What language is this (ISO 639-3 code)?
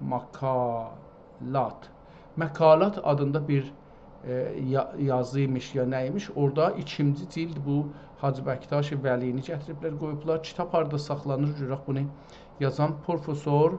azb